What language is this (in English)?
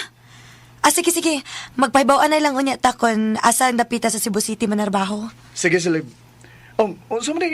Cebuano